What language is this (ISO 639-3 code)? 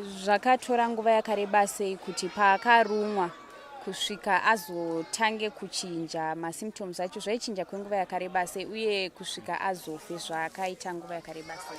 sna